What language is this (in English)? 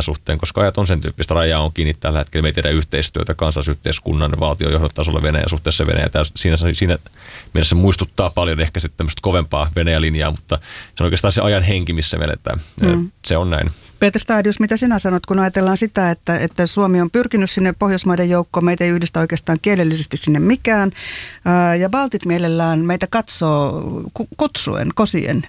Finnish